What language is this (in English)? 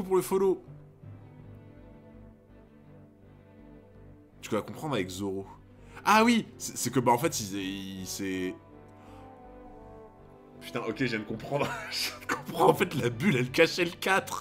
French